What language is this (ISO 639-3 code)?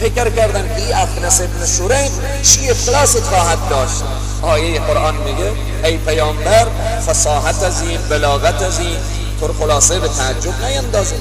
fas